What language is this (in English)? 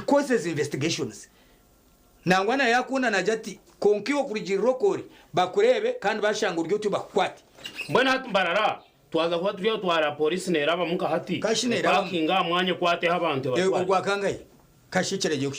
Nyankole